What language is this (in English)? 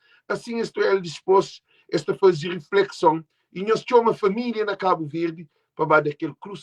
Kabuverdianu